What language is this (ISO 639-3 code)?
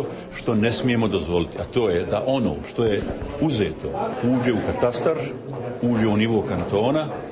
hrv